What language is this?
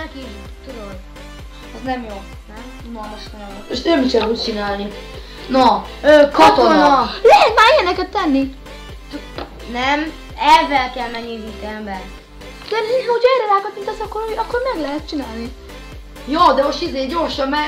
Hungarian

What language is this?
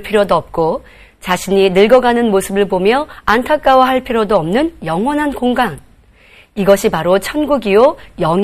Korean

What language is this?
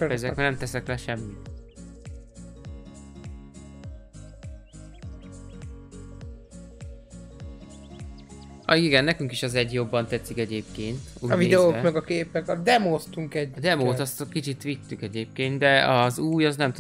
Hungarian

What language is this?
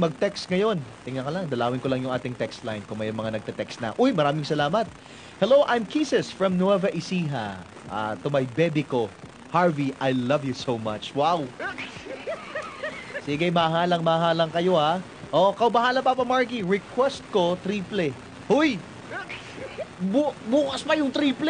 Filipino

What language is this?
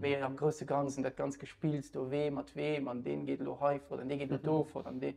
Luxembourgish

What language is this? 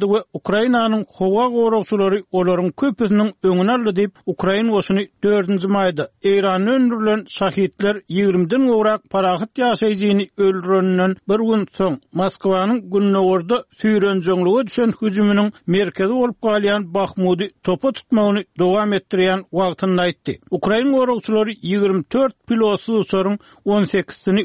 Turkmen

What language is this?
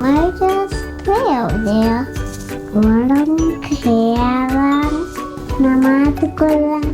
Divehi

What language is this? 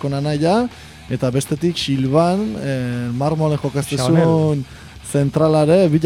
Basque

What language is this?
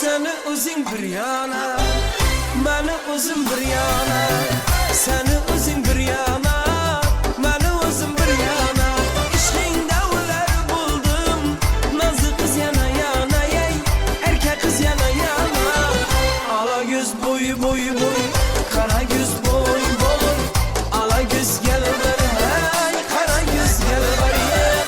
Kara-Kalpak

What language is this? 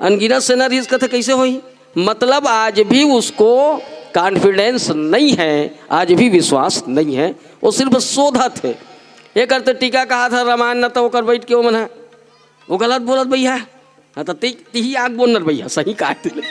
Chhattisgarhi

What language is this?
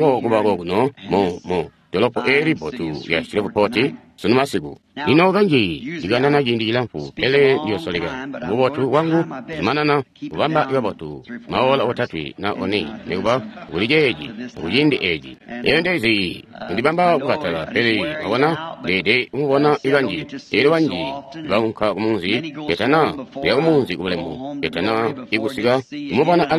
Tonga (Zambia)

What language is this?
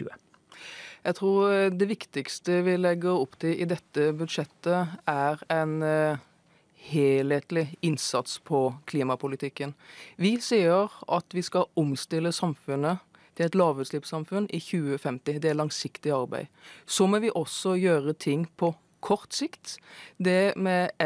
Norwegian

